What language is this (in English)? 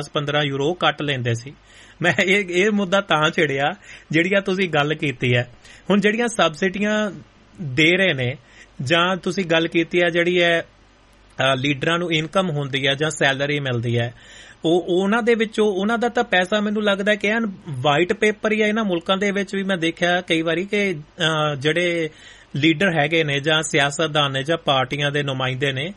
Punjabi